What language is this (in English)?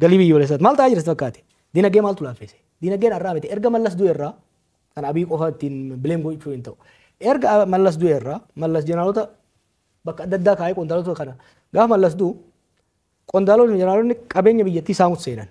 Oromo